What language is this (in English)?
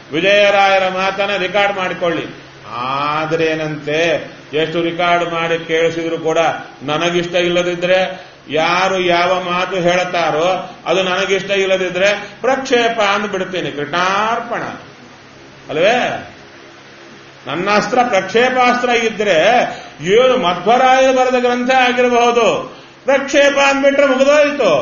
Kannada